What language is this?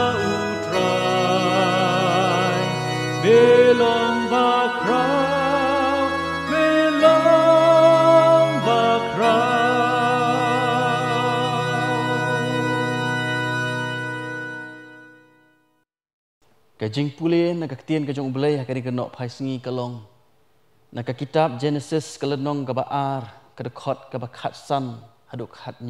Khasi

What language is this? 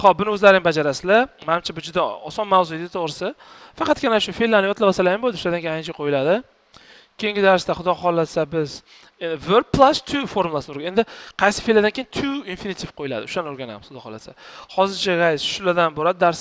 Uzbek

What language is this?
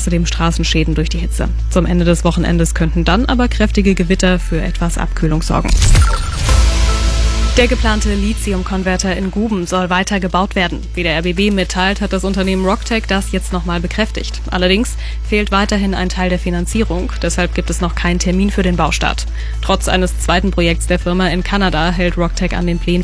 German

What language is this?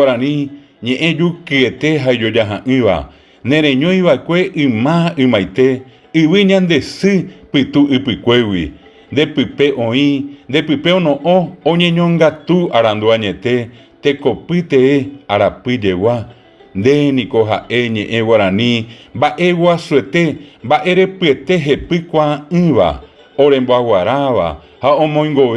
Guarani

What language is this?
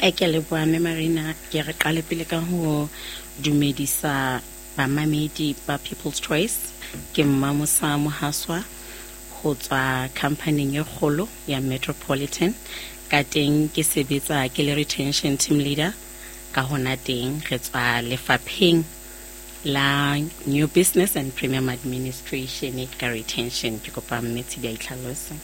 Southern Sotho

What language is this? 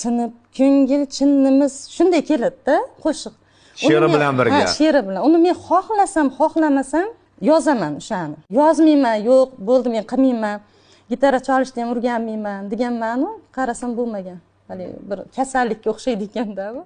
Uzbek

